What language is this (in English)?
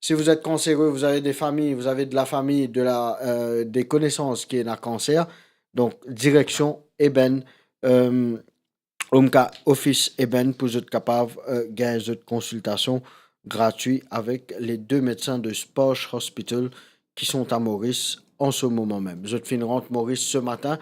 Morisyen